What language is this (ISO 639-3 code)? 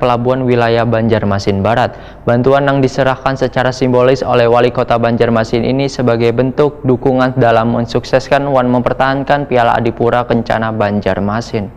bjn